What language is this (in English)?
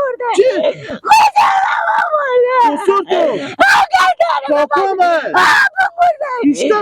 Hazaragi